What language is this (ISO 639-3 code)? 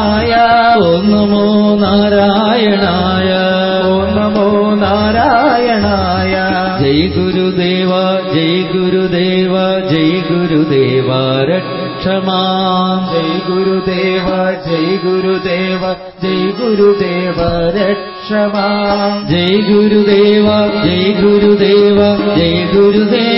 mal